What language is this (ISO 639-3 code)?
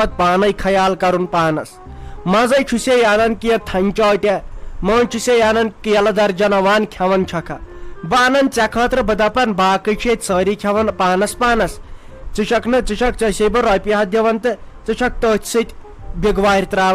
kas